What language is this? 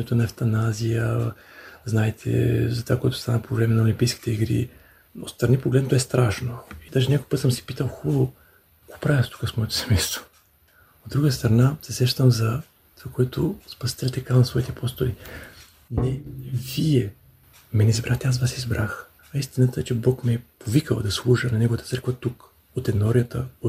Bulgarian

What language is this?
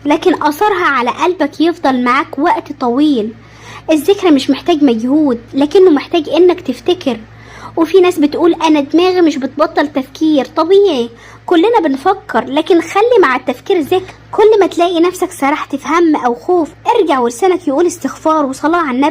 Egyptian Arabic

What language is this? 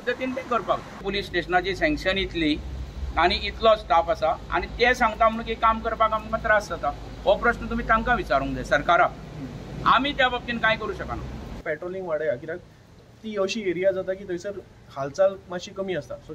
Konkani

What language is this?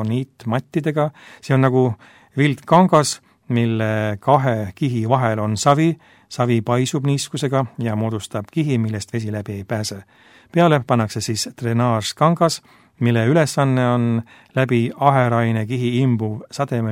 Estonian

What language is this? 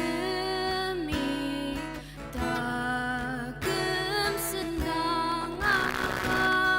Ao Naga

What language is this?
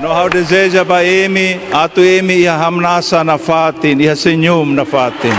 Tetum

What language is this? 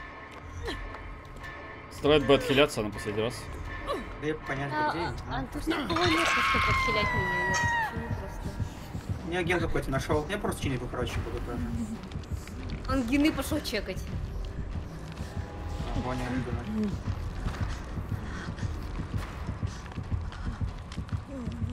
Russian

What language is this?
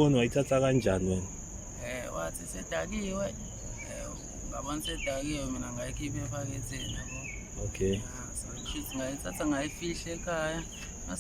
Zulu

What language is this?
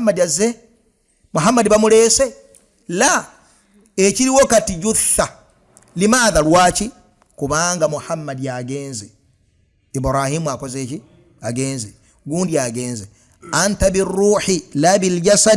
Ganda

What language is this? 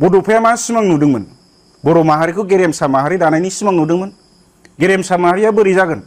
Bodo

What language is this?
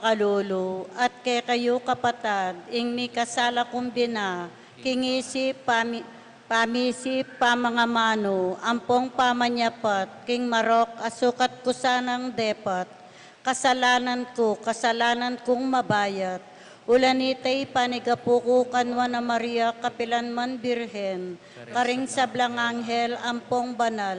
Pampanga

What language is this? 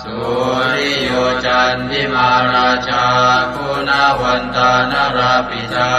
Pali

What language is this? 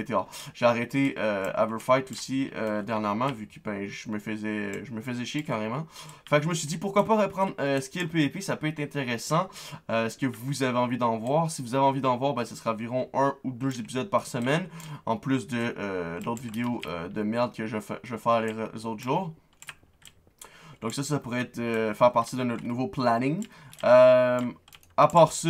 French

